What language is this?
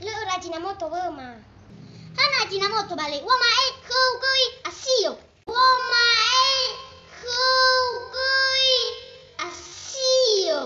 Nias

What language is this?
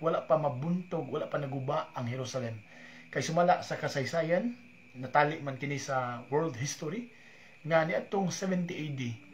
Cebuano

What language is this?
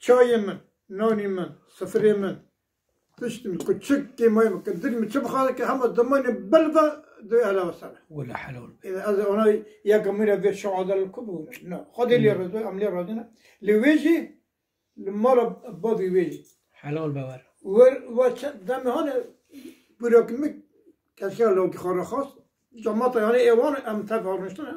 Kurdish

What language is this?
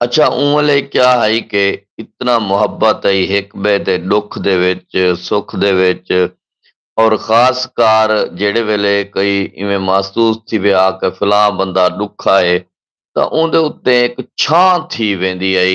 Saraiki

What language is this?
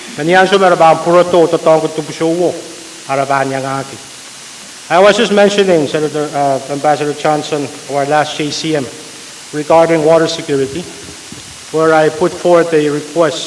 Pohnpeian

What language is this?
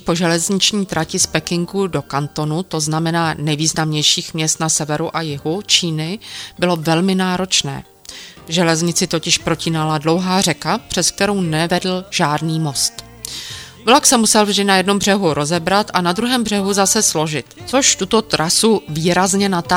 Czech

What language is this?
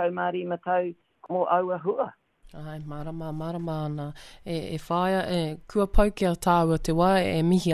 Māori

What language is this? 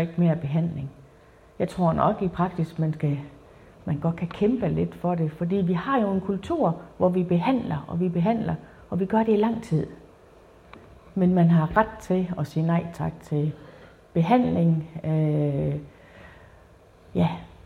Danish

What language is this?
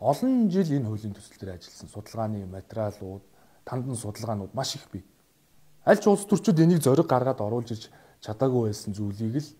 Mongolian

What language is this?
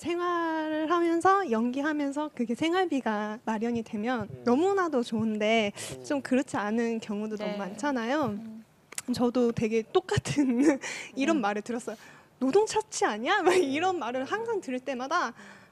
Korean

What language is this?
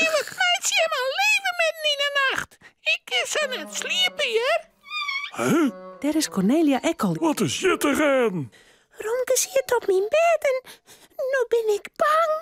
Western Frisian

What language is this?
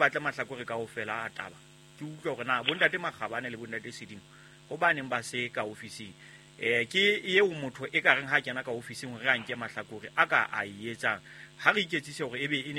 Southern Sotho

